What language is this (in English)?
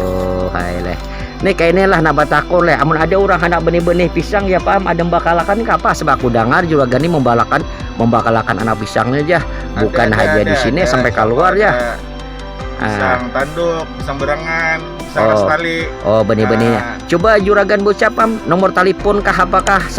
Banjar